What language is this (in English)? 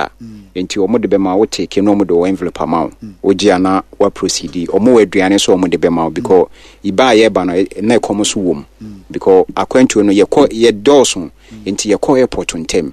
Akan